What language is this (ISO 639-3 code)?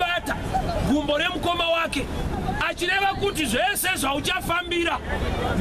sna